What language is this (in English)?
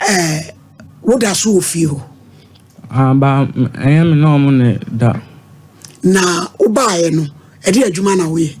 Akan